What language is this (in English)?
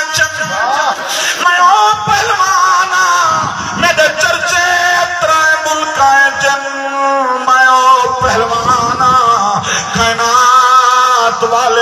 Saraiki